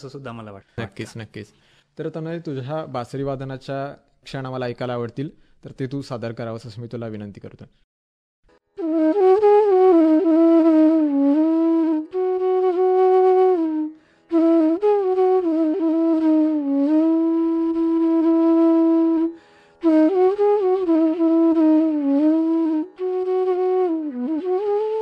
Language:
Marathi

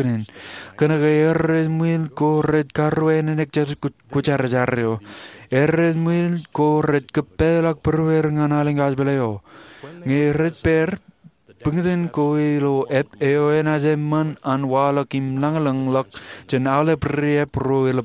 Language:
Marshallese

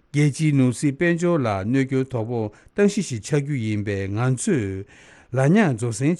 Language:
Tibetan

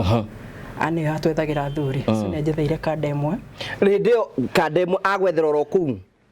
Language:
Kikuyu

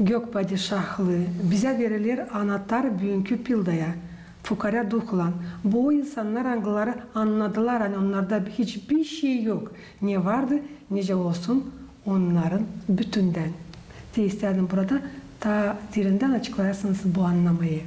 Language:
Gagauz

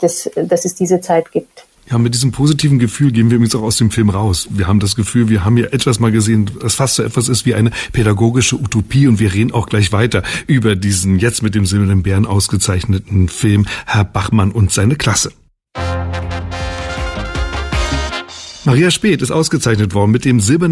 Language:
German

